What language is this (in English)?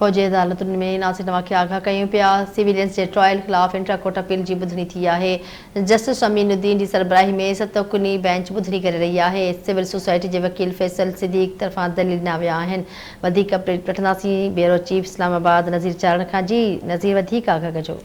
Sindhi